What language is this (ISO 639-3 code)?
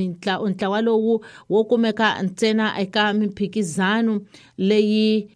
tso